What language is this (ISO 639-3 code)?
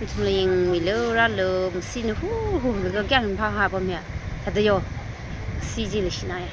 nmf